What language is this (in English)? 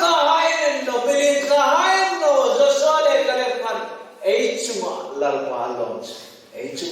Hmar